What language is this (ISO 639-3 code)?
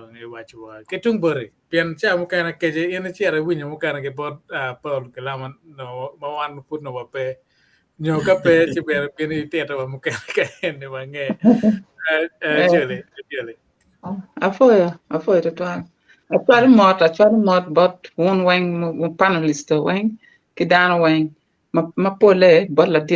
ach